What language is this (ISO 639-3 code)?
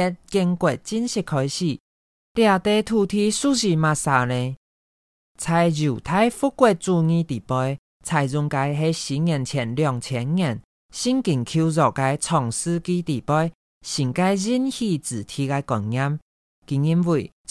hak